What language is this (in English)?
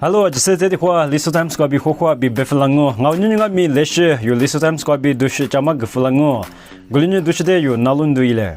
Lisu